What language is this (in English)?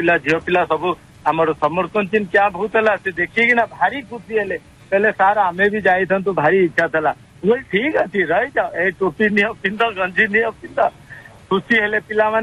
Odia